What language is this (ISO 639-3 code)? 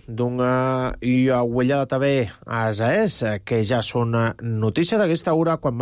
cat